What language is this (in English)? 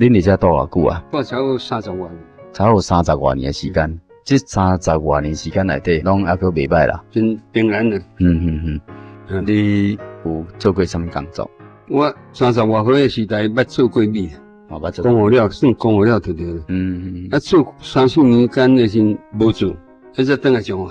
Min Nan Chinese